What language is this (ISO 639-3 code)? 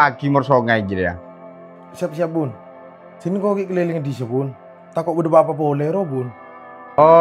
mad